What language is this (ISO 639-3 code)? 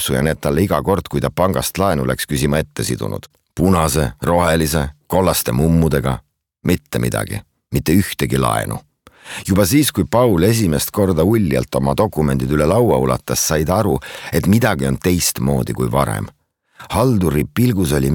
est